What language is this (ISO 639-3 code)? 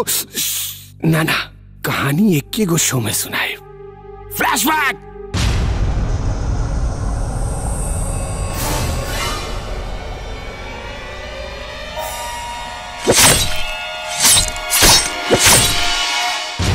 bho